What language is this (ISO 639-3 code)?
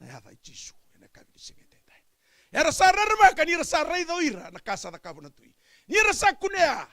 fij